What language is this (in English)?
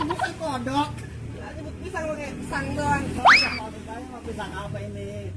Betawi